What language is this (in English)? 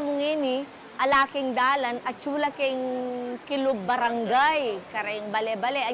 Pampanga